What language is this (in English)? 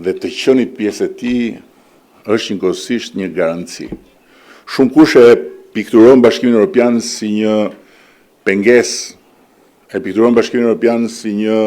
Albanian